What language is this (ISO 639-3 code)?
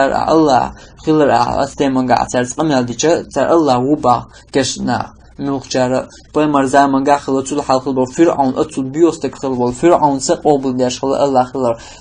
che